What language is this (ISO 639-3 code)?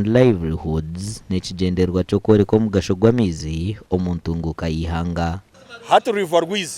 nyn